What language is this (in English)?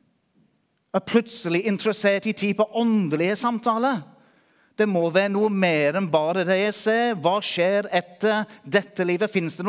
Norwegian